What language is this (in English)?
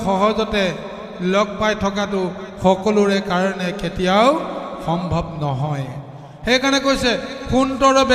Assamese